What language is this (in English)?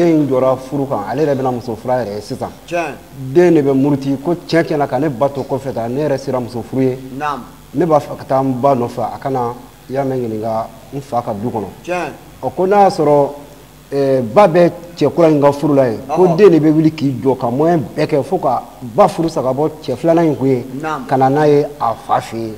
Bambara